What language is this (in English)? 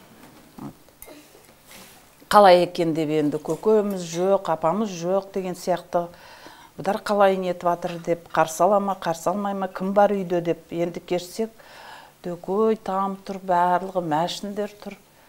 Kazakh